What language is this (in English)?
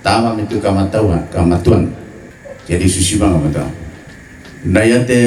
Toraja-Sa'dan